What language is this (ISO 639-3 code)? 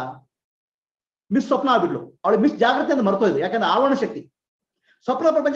kan